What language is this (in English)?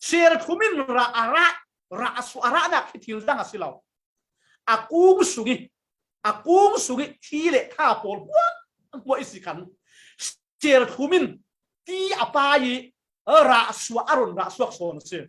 Falam Chin